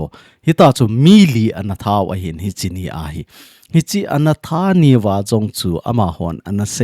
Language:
Thado Chin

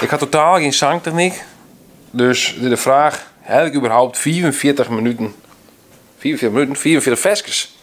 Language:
Western Frisian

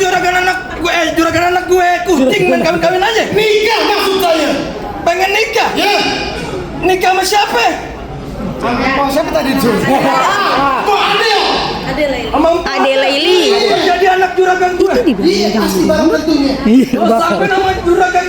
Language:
Betawi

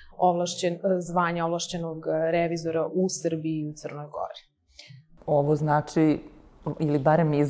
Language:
Serbian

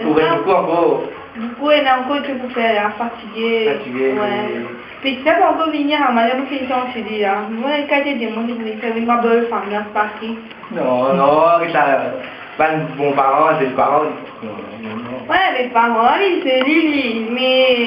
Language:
Morisyen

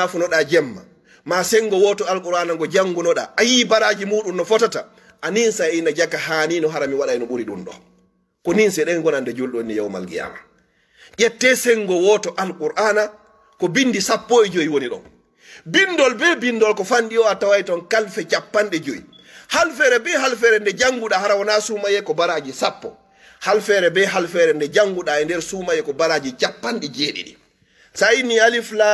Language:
Fula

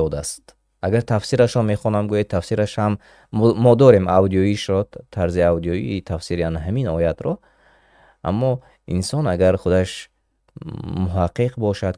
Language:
Tajik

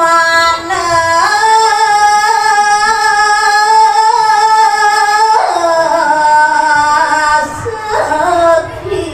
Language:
Balinese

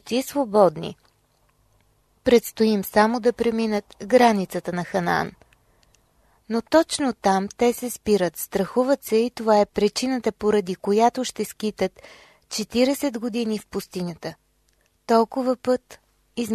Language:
Bulgarian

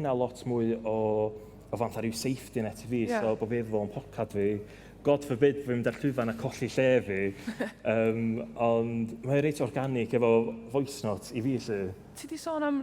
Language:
Welsh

